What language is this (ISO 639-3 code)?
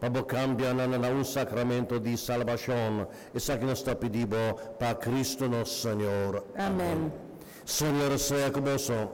pap